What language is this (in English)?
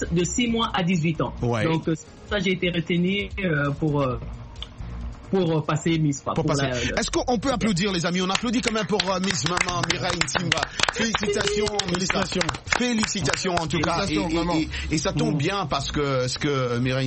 French